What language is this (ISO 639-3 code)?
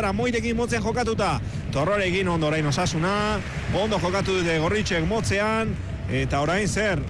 eus